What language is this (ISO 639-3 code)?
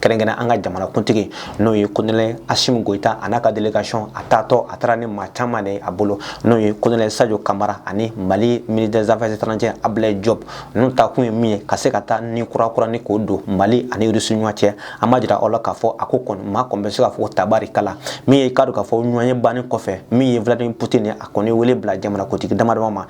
bam